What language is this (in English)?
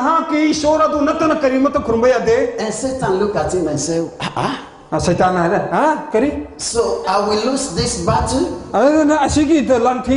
Manipuri